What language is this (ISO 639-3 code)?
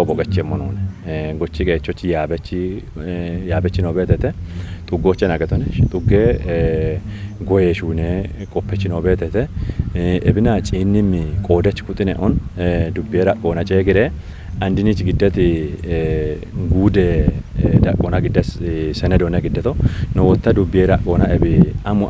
kbr